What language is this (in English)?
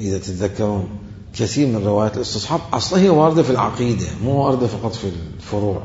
Mesopotamian Arabic